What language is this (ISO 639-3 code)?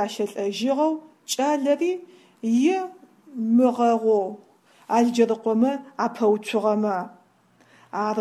ady